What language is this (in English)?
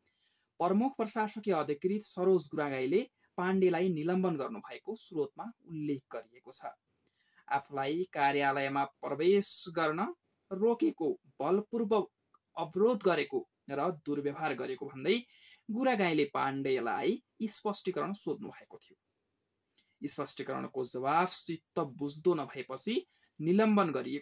Nepali